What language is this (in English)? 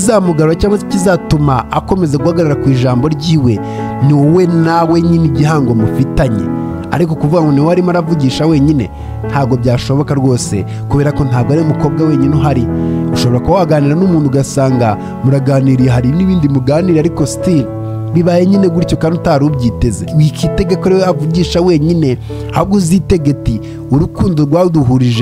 Kinyarwanda